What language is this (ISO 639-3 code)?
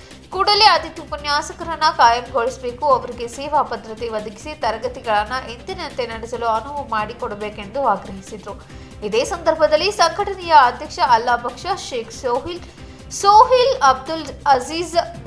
kan